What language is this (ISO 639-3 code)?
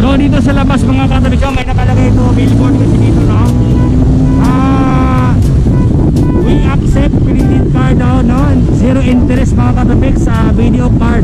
fil